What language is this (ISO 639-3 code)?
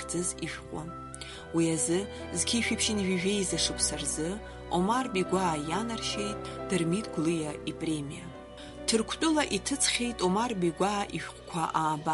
abk